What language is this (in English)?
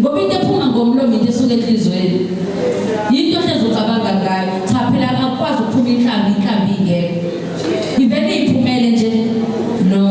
Zulu